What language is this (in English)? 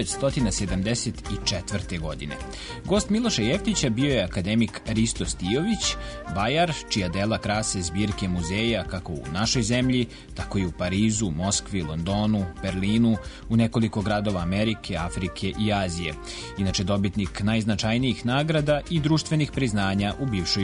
Serbian